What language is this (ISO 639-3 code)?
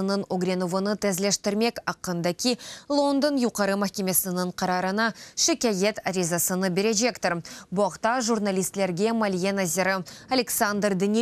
crh